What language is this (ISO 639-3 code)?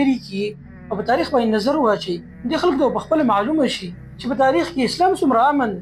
pus